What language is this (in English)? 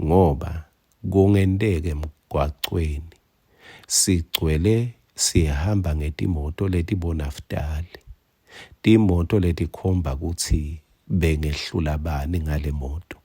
Swati